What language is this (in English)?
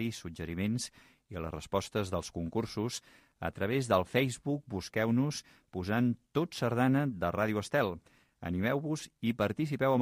Catalan